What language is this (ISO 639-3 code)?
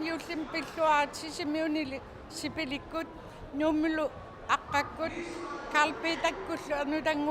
kal